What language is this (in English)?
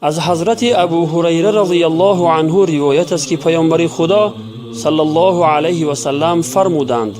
Tajik